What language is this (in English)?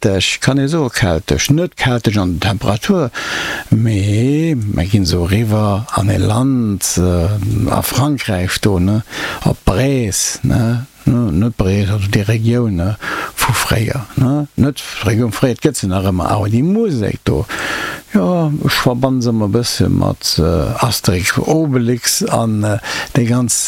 Luxembourgish